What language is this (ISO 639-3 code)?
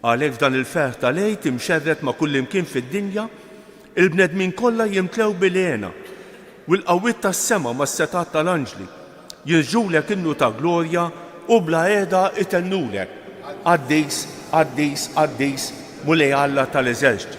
mlt